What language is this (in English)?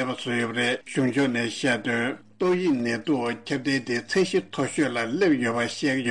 Tibetan